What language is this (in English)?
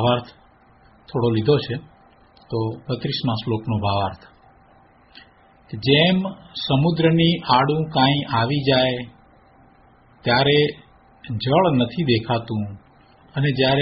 Gujarati